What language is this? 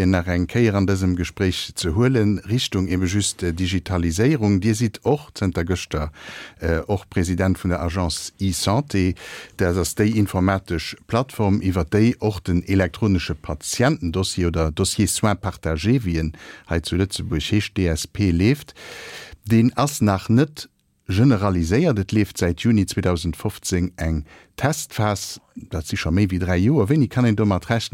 Luxembourgish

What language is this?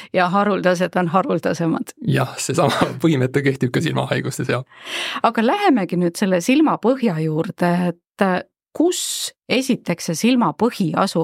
Estonian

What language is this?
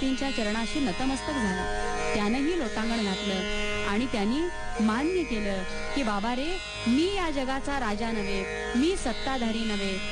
Marathi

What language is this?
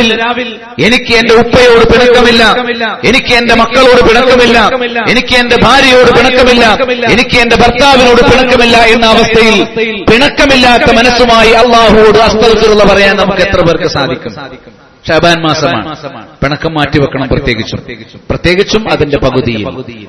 Malayalam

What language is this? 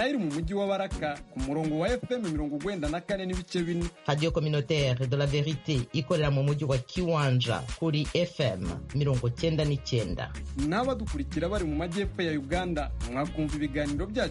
Kinyarwanda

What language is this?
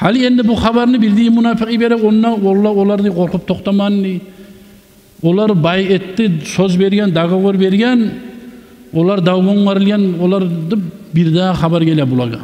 Kumyk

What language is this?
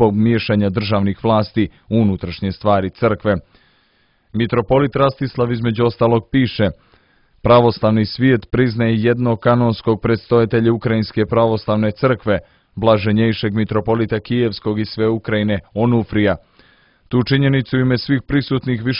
Serbian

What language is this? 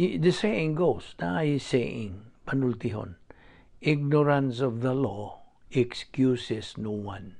Cebuano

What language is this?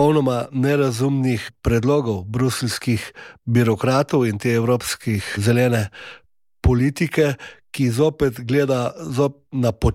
Slovenian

